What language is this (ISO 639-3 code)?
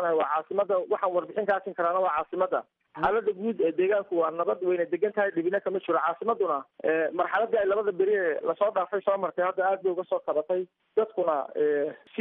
som